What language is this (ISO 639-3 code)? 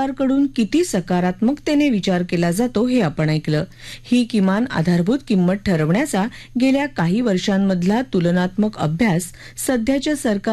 mar